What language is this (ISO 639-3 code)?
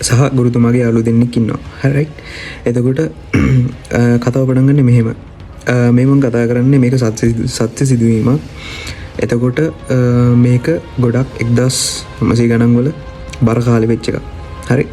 sin